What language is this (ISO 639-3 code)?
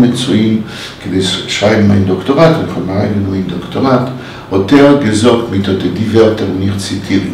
yid